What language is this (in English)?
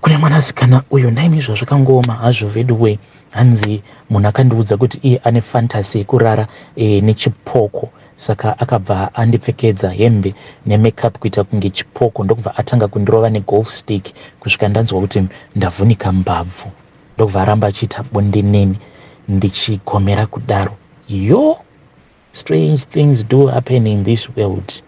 Shona